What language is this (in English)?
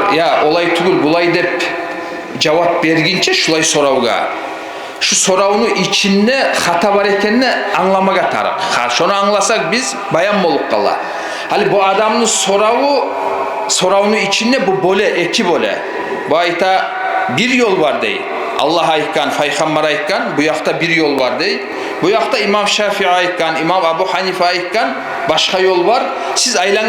Kumyk